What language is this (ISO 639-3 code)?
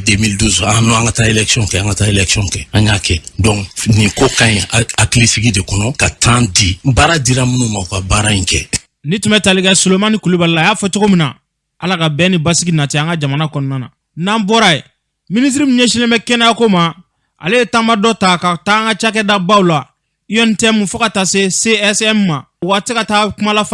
bam